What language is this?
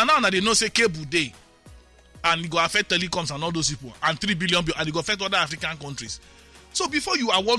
Nigerian Pidgin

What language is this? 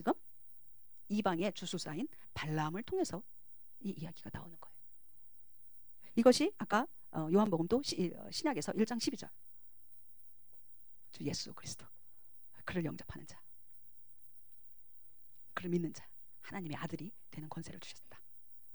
Korean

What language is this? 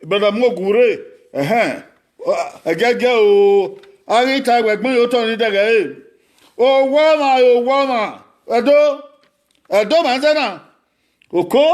Bini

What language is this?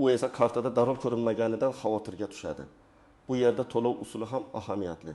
Uzbek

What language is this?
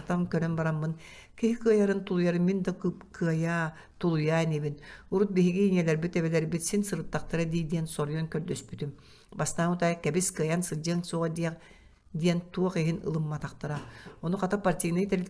Yakut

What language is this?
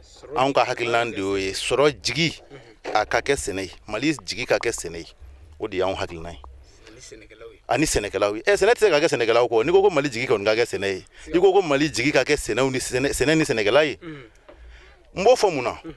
Bambara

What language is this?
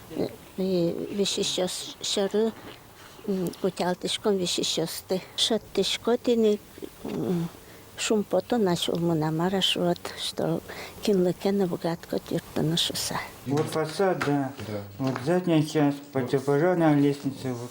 Udmurt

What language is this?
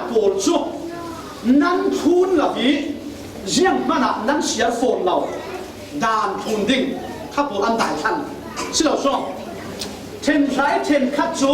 Falam Chin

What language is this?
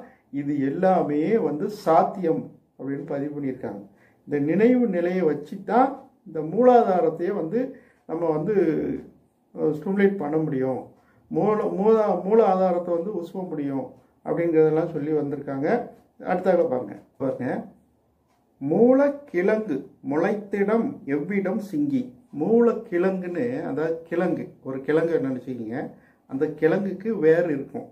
Tamil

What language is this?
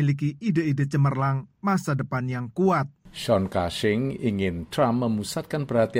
Indonesian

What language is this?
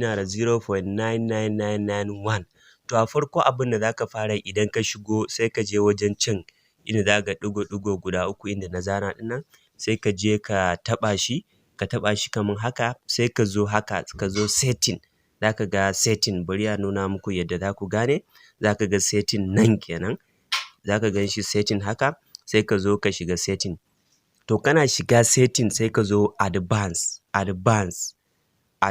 Hausa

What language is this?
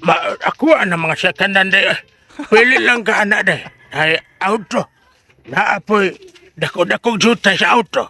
Cebuano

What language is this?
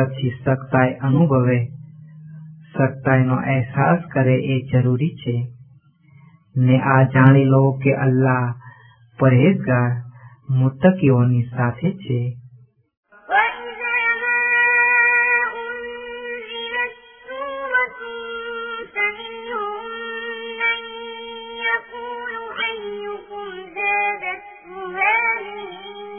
Gujarati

